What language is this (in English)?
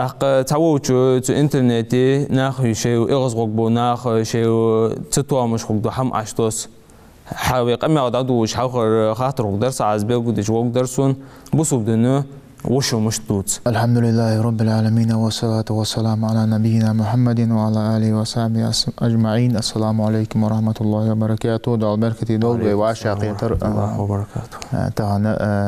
Ingush